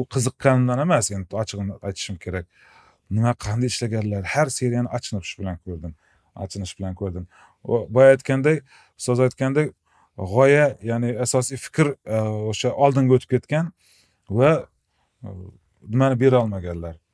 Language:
Uzbek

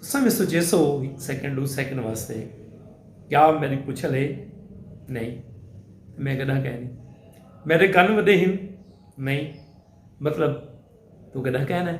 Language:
Saraiki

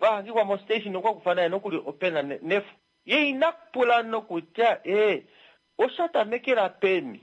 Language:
Kuanyama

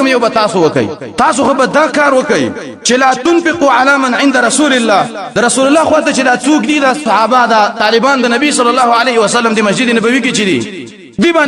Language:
Pashto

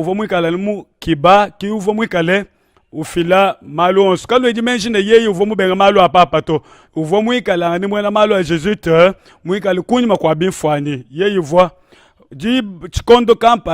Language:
Luba-Lulua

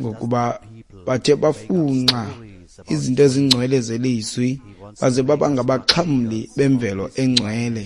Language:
Xhosa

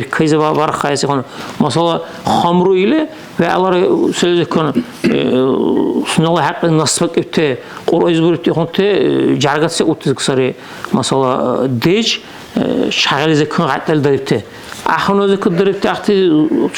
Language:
Dargwa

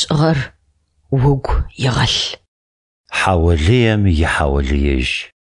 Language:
Adyghe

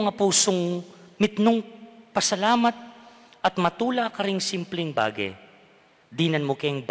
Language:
Pampanga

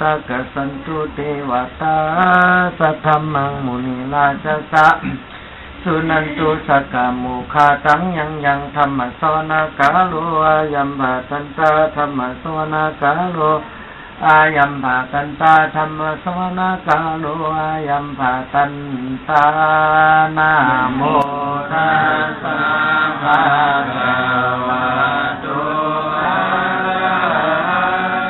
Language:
Pali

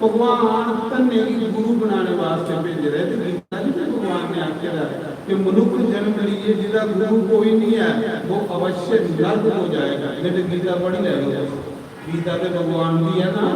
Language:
Dogri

